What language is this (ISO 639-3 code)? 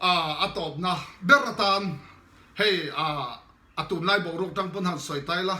lus